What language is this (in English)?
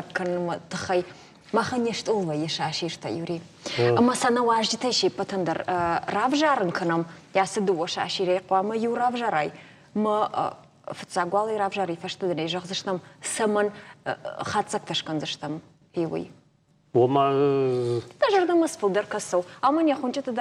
Ossetic